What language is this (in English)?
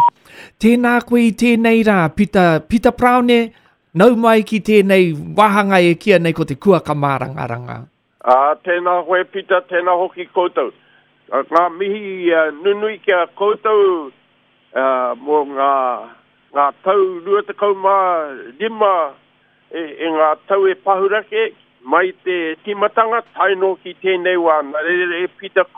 Māori